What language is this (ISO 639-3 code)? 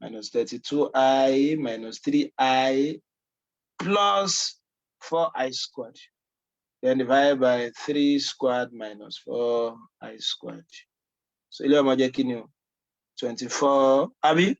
yor